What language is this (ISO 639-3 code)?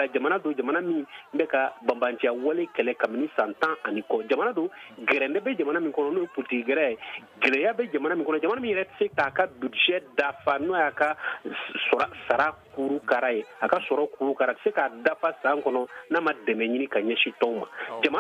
bam